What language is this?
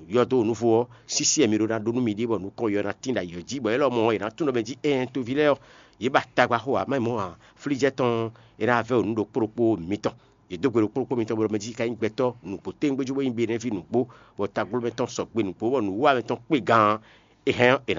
Fon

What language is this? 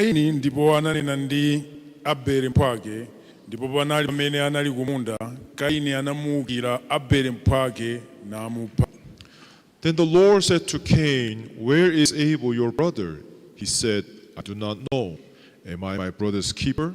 Nyanja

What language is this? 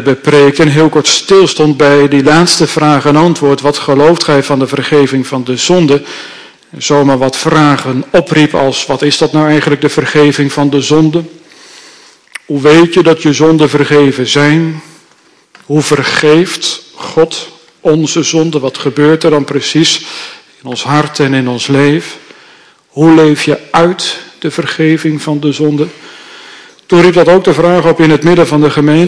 Dutch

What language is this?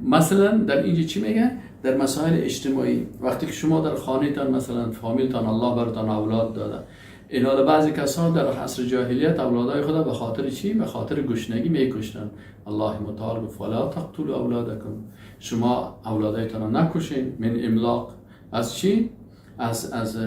Persian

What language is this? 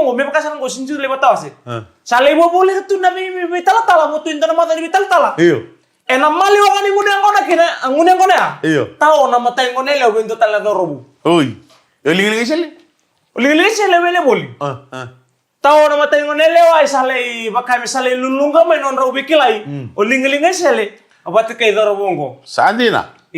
Fijian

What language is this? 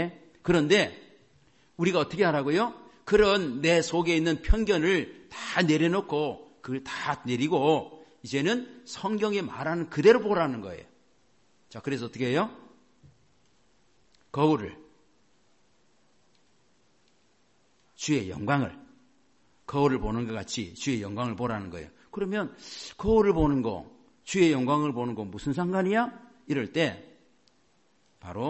Korean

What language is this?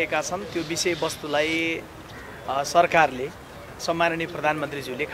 Nepali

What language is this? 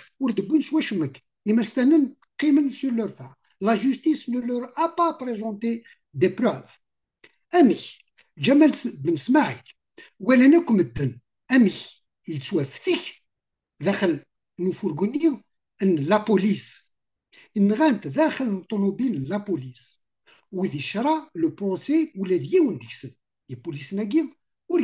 Kabyle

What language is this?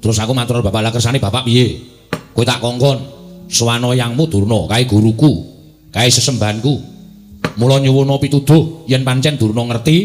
Javanese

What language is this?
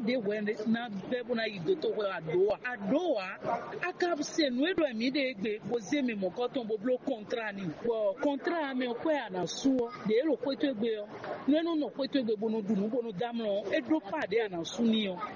Fon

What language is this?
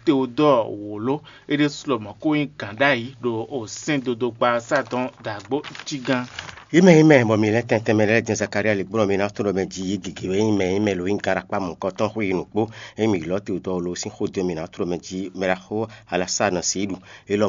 Fon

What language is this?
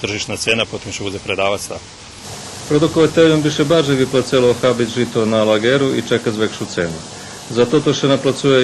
Rusyn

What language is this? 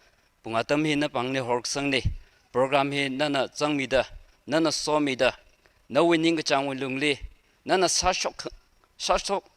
Tangkhul Naga (India)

